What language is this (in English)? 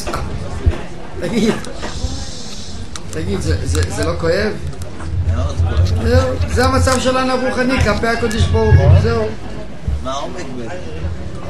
Hebrew